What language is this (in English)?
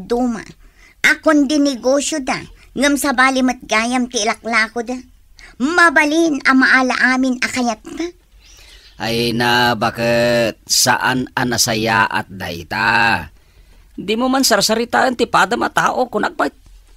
Iloko